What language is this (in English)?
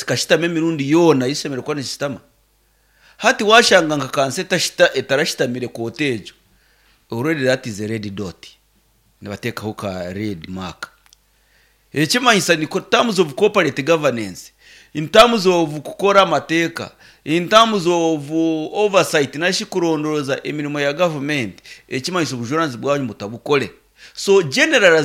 Nyankole